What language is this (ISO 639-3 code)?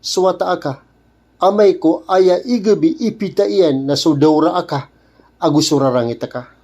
mrw